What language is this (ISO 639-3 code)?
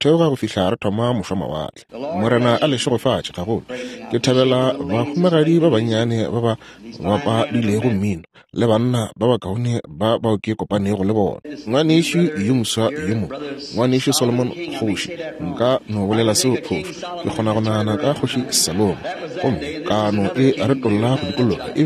nso